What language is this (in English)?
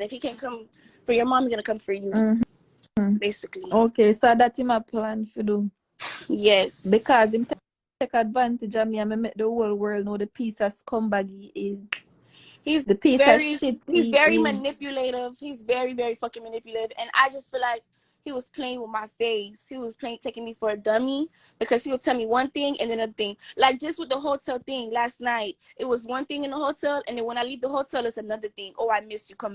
Jamaican Creole English